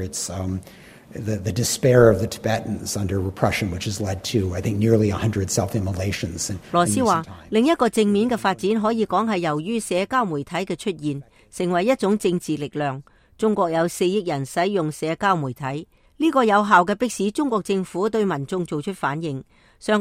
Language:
Cantonese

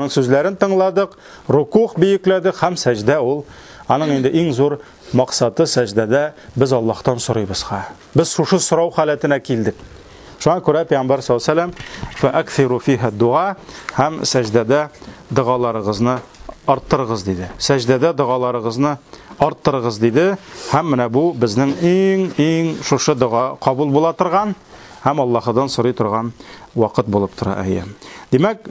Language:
Tatar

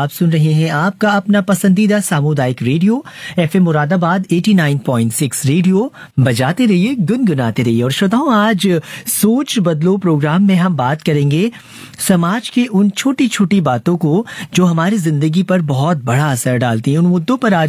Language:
Hindi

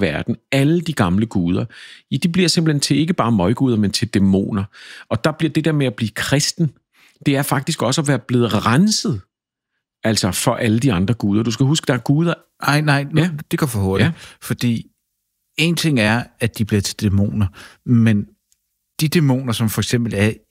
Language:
Danish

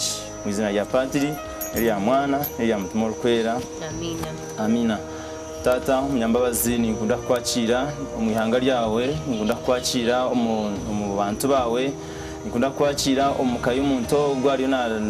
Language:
Nyankole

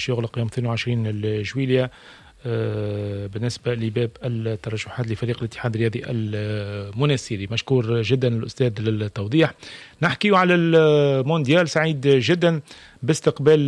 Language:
Tunisian Arabic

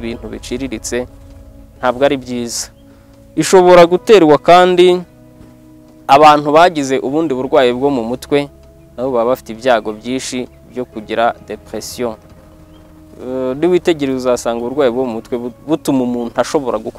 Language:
Kinyarwanda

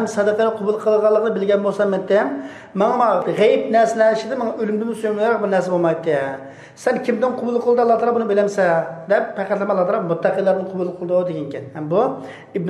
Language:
Uyghur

